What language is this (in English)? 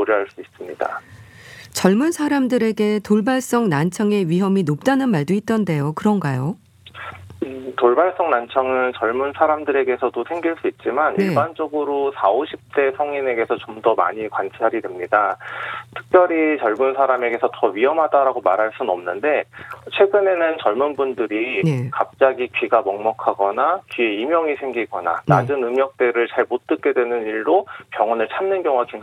Korean